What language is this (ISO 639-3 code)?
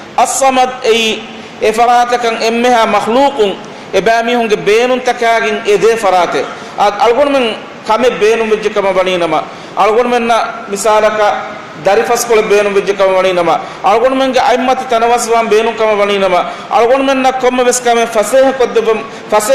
div